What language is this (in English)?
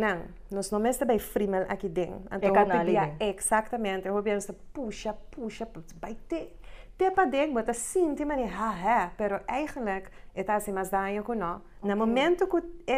Papiamento